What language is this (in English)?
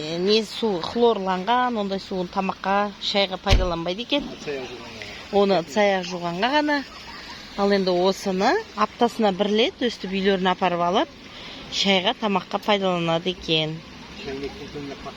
Kazakh